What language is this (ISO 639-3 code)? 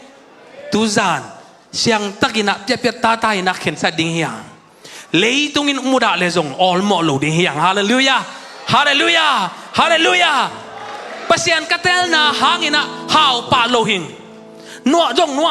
ctd